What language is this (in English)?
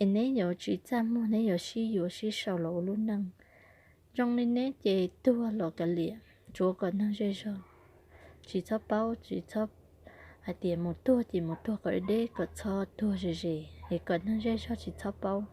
Hmong